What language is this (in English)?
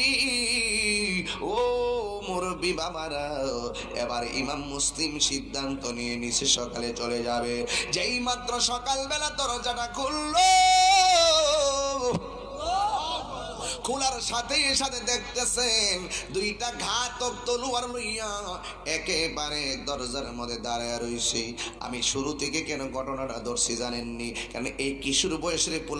Bangla